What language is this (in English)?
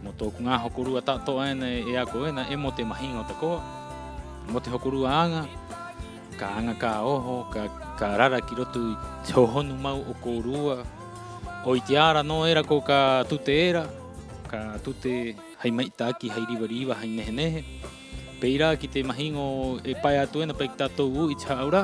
Rapanui